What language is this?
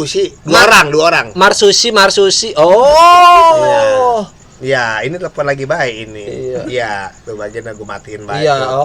Betawi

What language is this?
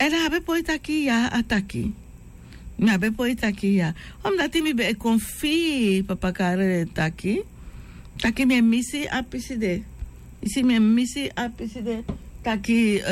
Sranan Tongo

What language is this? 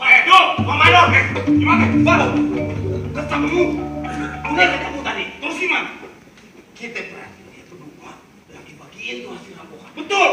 Betawi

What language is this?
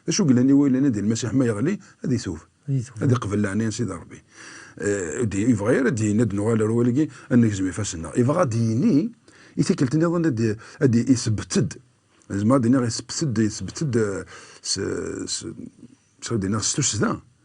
Kabyle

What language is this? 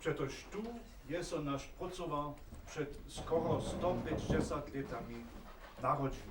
Upper Sorbian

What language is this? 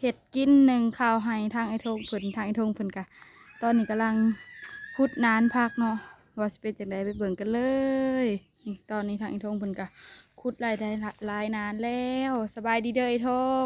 Northeastern Thai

